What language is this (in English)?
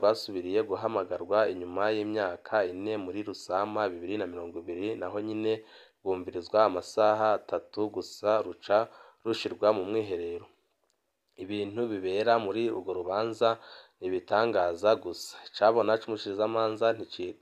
Rundi